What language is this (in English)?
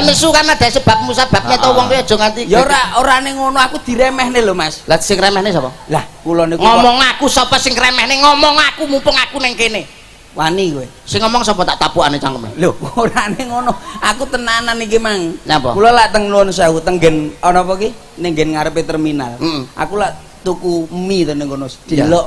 Javanese